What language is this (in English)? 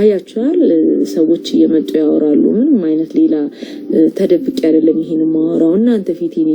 Amharic